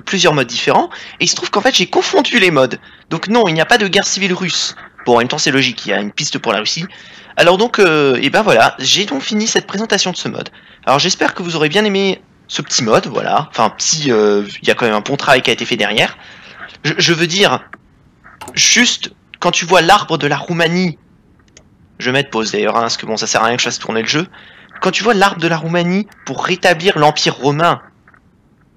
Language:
French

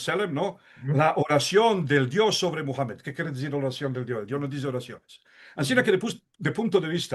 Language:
Ladino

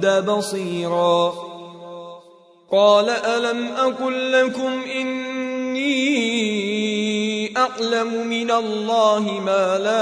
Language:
Arabic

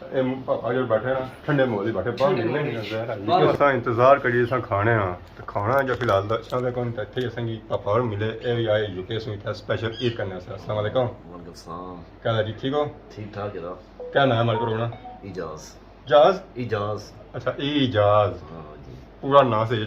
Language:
Pahari-Potwari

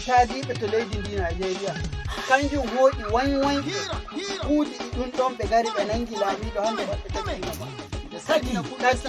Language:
Nigerian Fulfulde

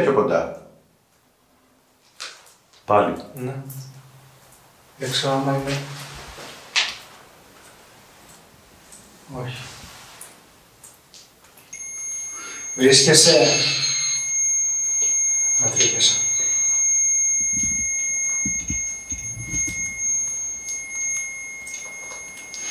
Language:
Greek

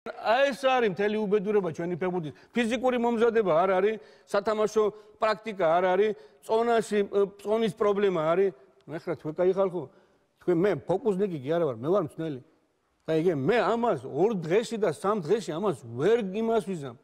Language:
Georgian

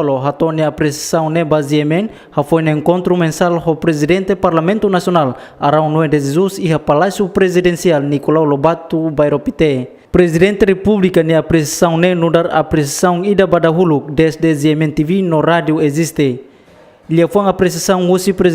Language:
Tetum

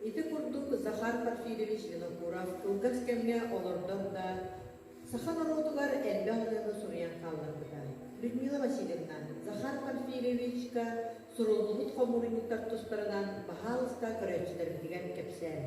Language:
Yakut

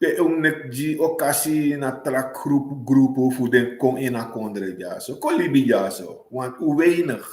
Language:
Sranan Tongo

